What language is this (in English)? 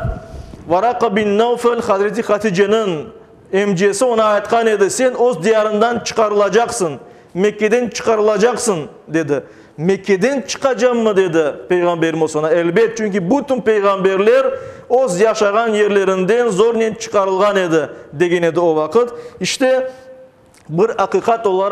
Crimean Tatar